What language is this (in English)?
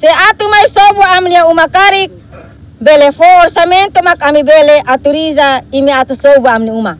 Tetum